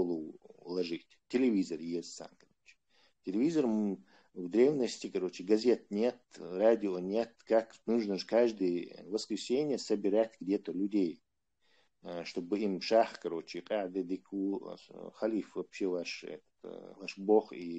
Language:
Chechen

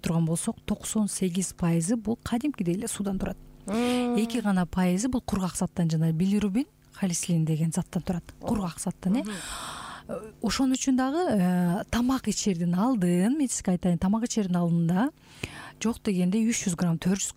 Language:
Kyrgyz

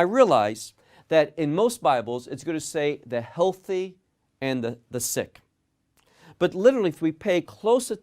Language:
English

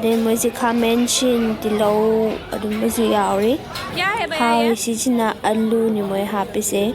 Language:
Manipuri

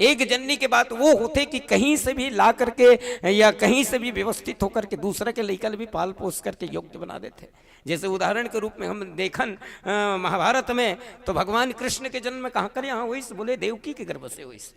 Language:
Chhattisgarhi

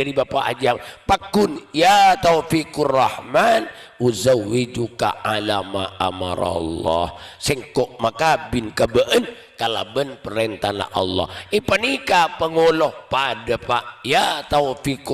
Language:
Madurese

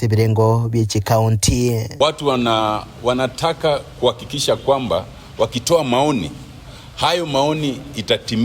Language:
Gusii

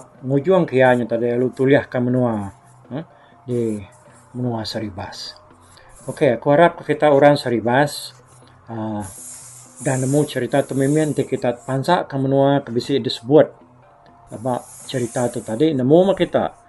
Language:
Iban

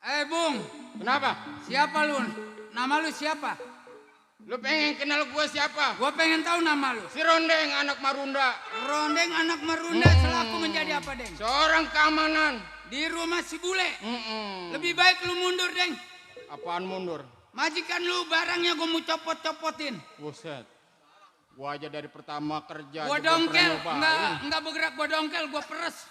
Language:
Betawi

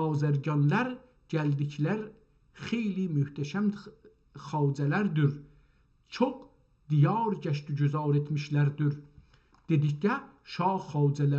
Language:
South Azerbaijani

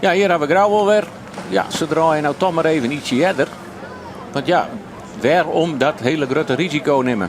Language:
Western Frisian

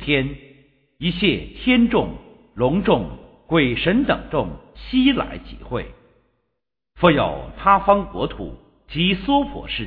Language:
Chinese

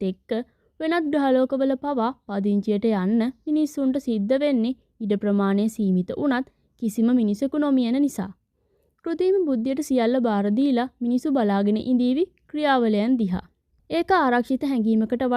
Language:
Sinhala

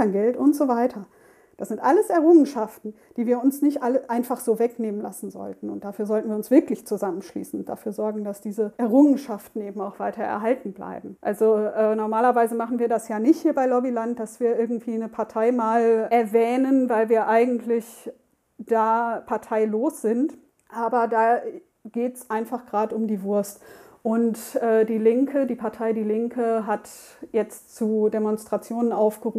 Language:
German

